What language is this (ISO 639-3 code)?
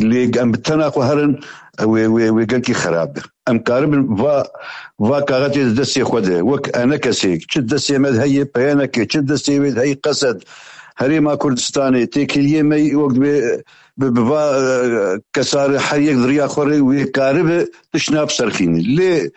kur